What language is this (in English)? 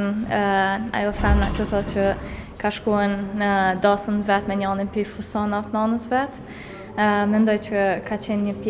Albanian